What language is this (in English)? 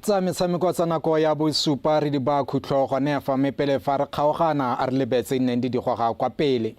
Tswana